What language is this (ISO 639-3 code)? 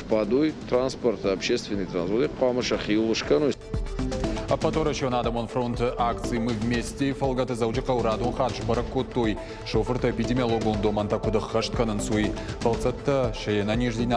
oss